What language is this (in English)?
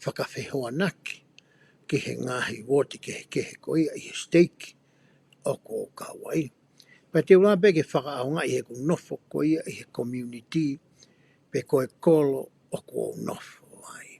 Tongan